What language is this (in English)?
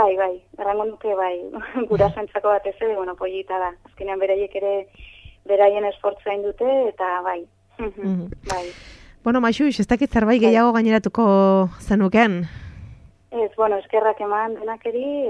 Basque